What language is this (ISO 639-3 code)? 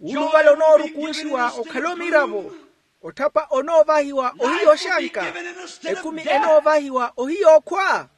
vmw